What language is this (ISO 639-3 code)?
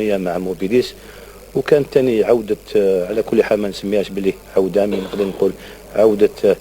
arq